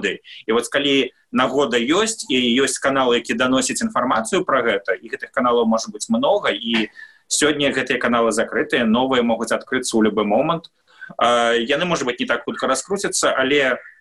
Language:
Belarusian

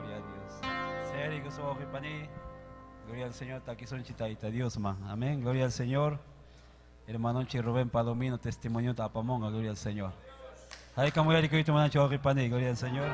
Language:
Ayacucho Quechua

